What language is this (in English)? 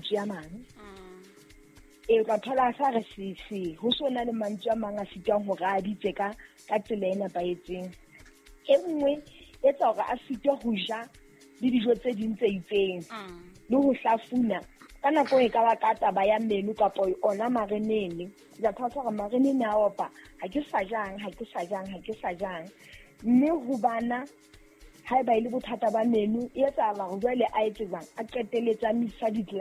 Southern Sotho